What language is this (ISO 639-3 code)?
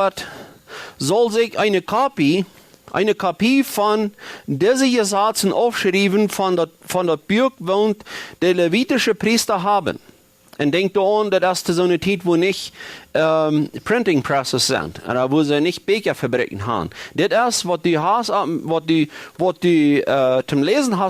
pdt